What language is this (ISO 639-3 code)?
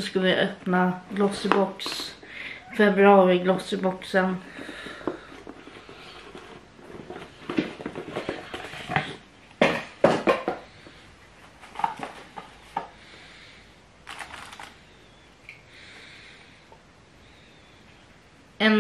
swe